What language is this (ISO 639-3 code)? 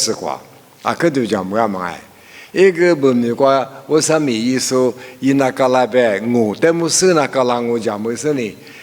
lis